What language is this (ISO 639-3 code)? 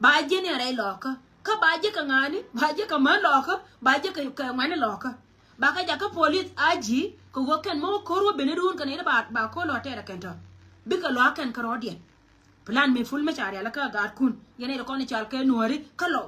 nus